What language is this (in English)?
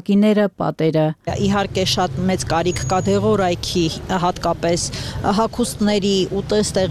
Armenian